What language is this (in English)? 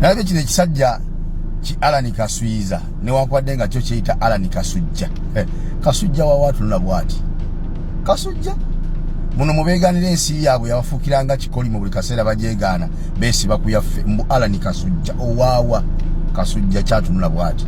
Ganda